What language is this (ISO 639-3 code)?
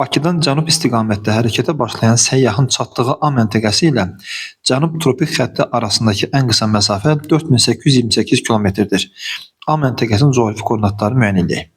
aze